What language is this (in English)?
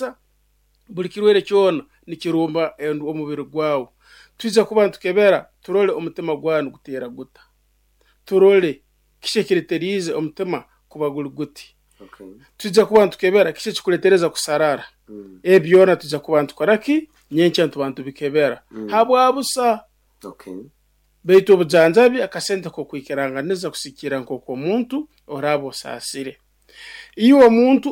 Nyoro